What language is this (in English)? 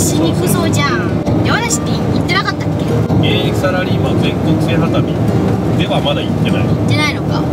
Japanese